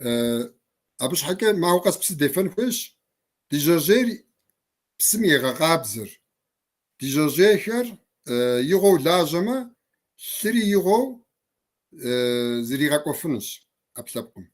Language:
Kabardian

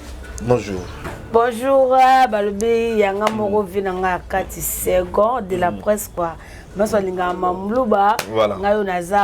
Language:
Lingala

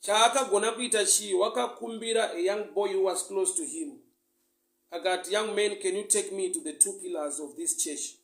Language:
Shona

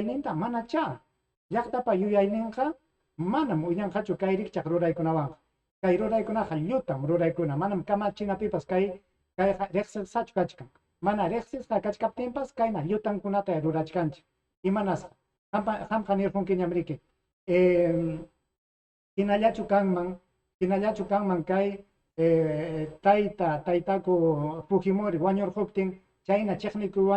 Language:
Ayacucho Quechua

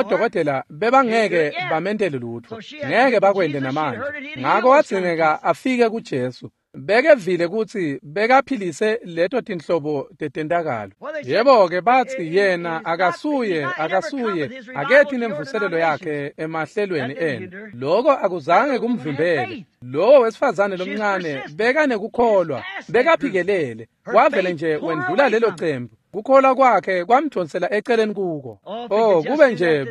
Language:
Swati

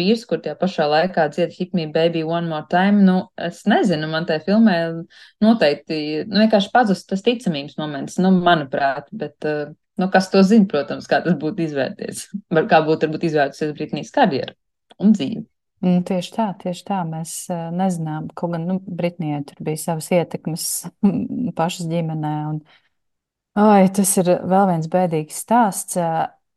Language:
Latvian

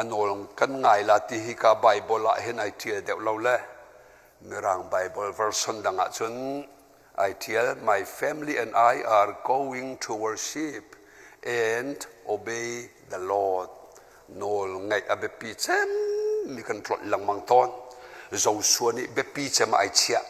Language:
Hakha Chin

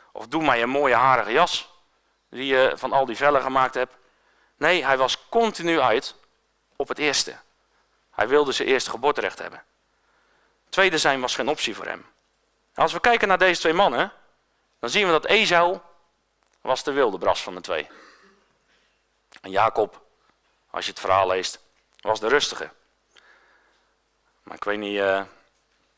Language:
Dutch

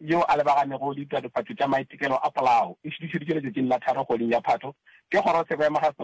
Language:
Northern Sotho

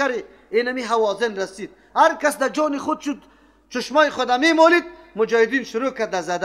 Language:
Persian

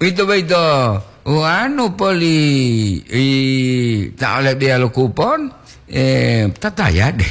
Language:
Gorontalo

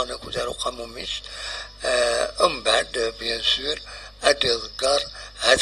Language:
Kabyle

